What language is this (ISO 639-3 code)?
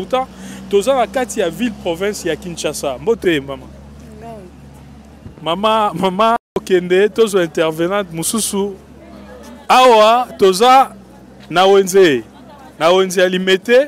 lin